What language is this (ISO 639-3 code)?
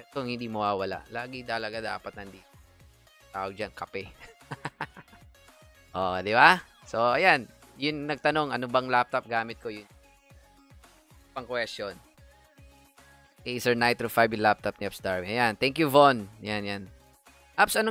fil